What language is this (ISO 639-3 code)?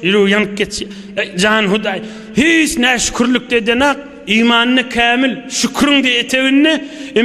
tuk